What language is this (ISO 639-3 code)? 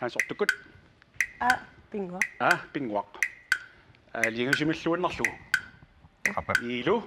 kal